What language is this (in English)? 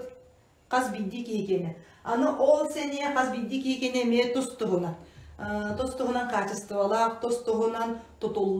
Yakut